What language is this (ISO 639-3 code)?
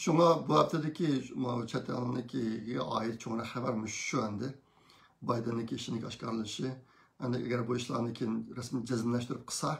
uig